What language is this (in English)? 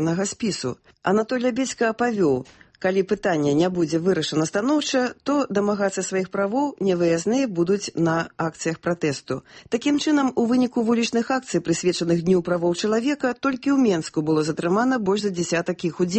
Belarusian